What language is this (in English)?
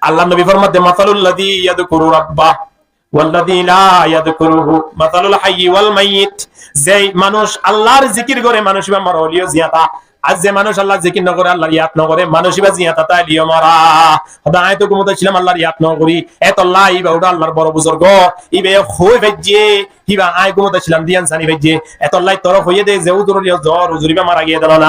Rohingya